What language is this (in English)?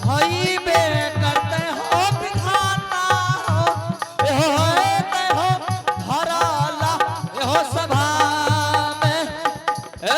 Angika